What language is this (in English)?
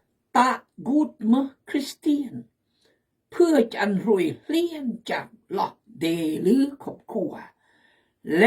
Khmu